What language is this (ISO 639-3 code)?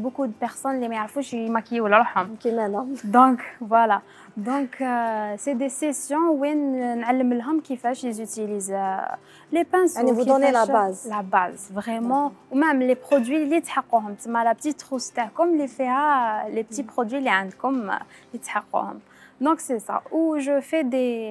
arq